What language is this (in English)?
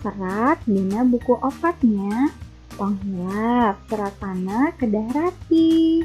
Sundanese